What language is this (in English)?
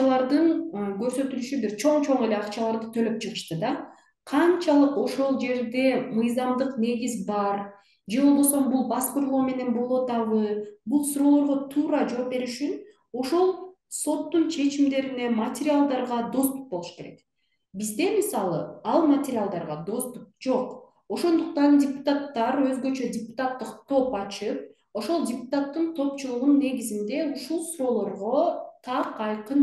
Kyrgyz